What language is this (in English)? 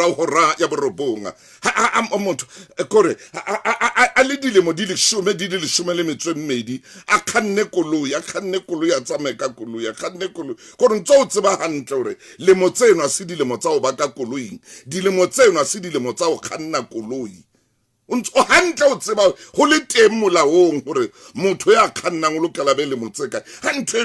Southern Sotho